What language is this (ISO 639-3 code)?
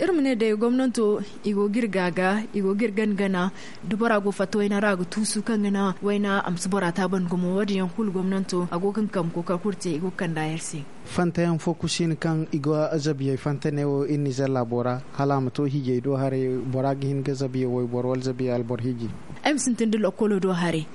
dje